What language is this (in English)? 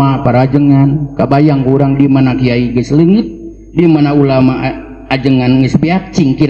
Sundanese